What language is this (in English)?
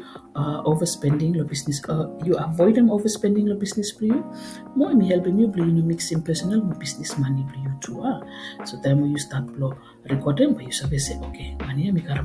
Bislama